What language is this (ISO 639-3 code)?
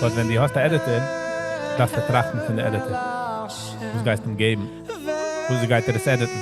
yid